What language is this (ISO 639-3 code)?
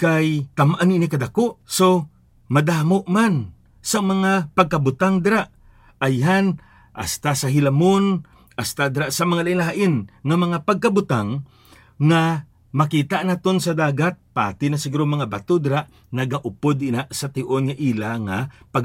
hil